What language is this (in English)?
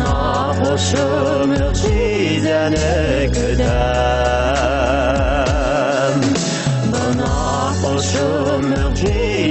Bashkir